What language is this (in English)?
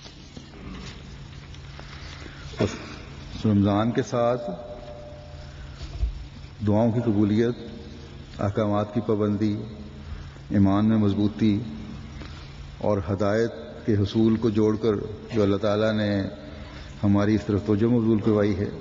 Urdu